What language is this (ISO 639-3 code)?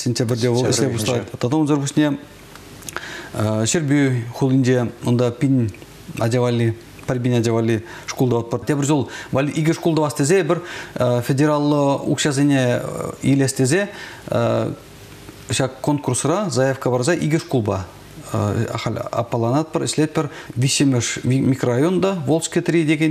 chv